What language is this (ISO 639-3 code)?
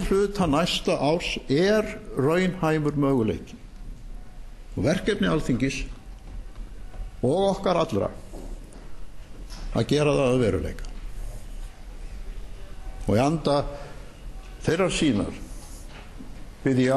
isl